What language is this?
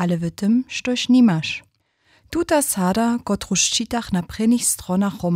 Upper Sorbian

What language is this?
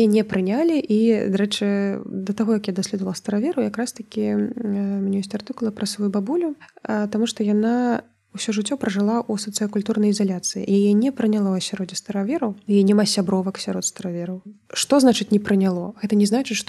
Belarusian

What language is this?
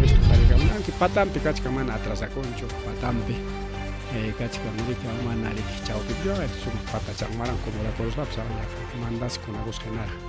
Ayacucho Quechua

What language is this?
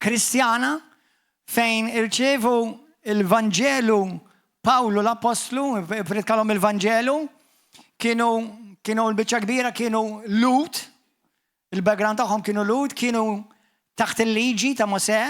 Maltese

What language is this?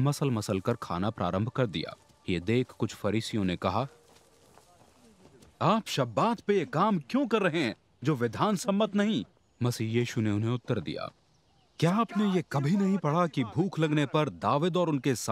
Hindi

